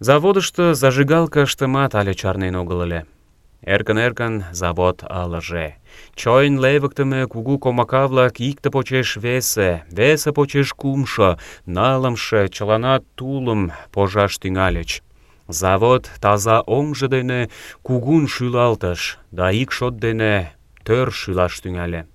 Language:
Mari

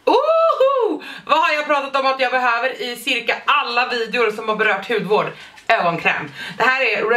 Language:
Swedish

